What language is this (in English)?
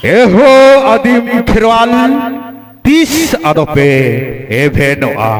Santali